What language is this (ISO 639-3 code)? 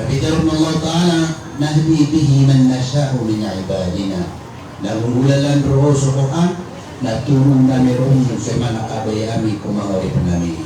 mrw